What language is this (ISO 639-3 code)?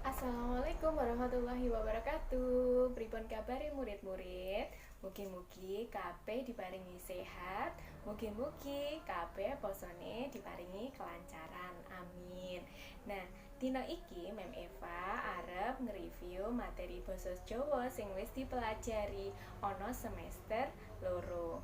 jav